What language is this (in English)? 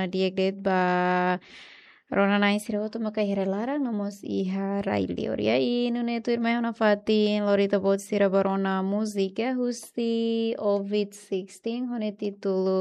Tetum